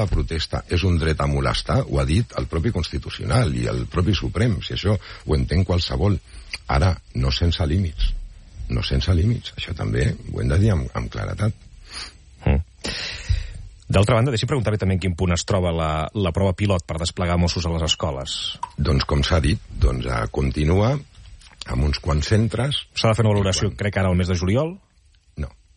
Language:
Catalan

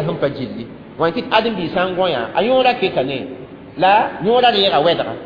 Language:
Mossi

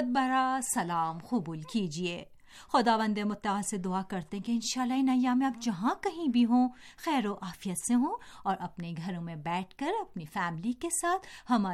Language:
Urdu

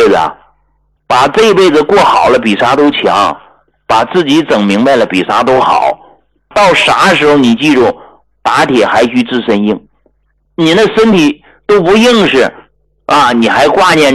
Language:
Chinese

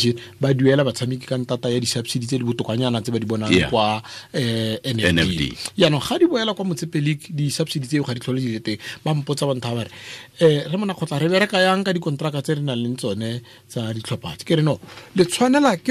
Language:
Tswana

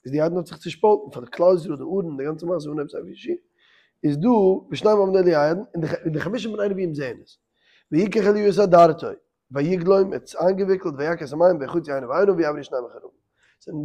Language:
Yiddish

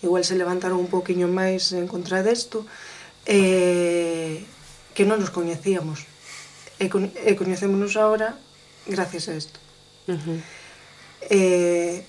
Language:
Galician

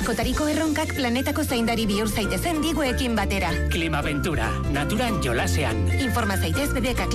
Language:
Basque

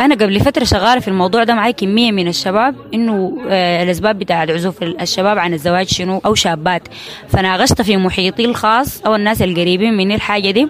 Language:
Sudanese Arabic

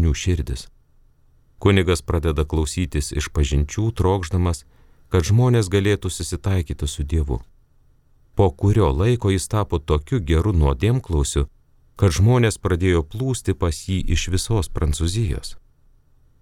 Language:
Lithuanian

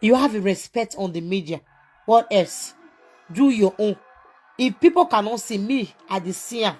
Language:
Nigerian Pidgin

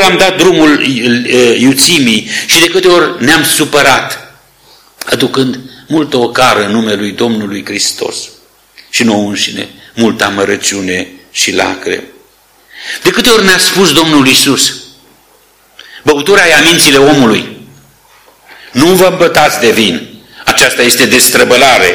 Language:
Romanian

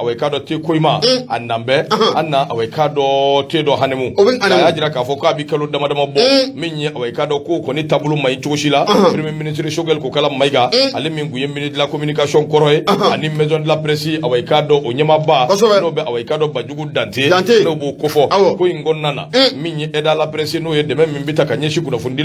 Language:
Bambara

